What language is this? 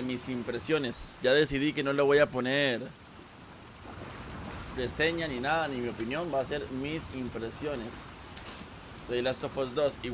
Spanish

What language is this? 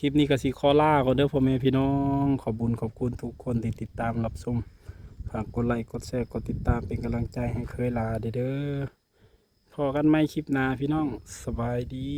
Northeastern Thai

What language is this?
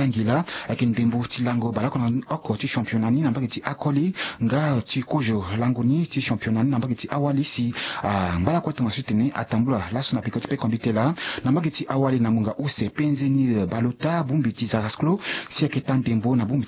Sango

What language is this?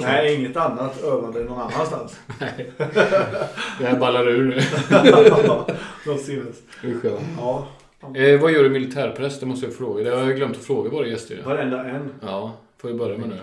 Swedish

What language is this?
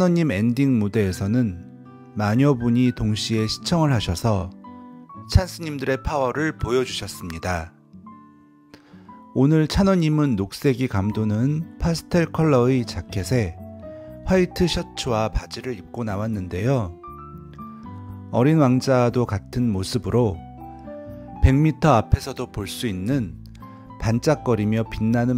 Korean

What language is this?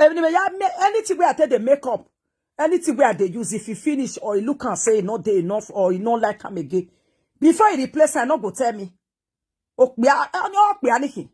Nigerian Pidgin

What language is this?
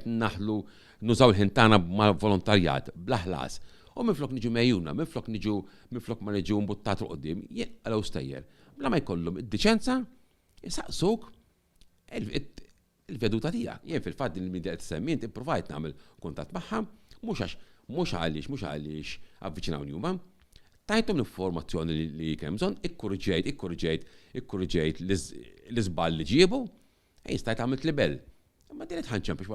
Maltese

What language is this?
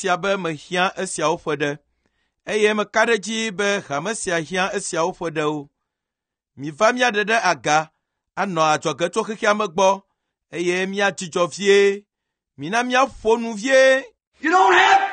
Ewe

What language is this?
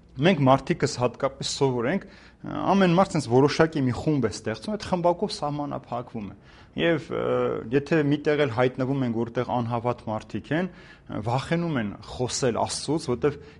Armenian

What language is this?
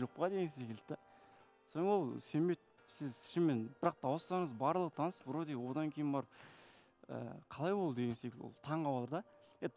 Kazakh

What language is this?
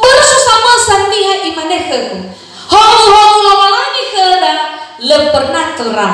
Nias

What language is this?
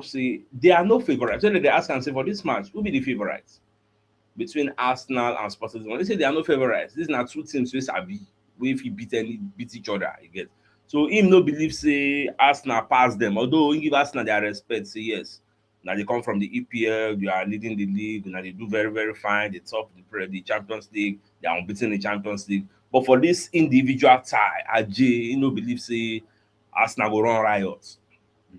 Nigerian Pidgin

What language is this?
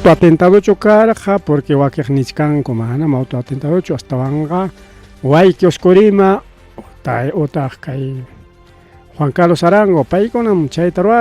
Ayacucho Quechua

